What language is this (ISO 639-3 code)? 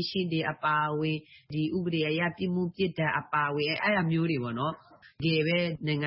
mya